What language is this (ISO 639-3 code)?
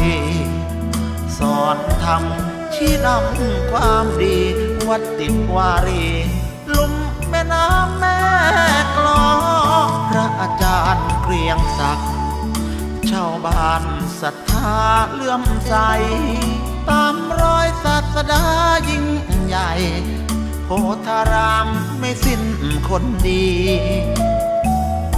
tha